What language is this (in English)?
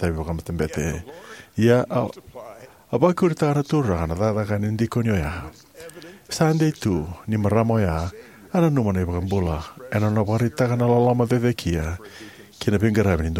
Fijian